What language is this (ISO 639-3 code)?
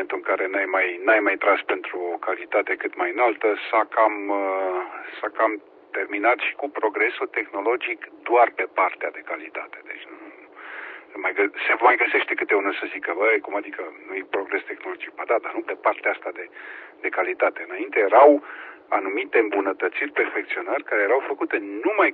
ron